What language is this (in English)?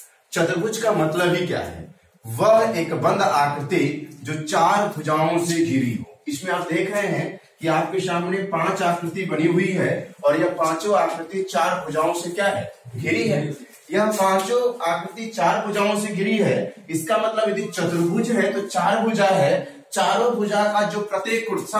Hindi